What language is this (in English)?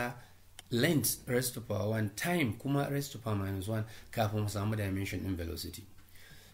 Hausa